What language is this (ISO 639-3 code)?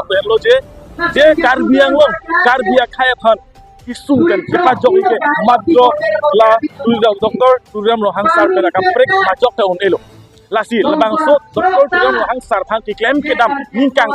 mjw